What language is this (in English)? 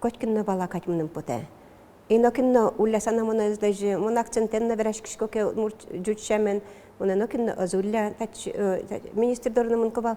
Udmurt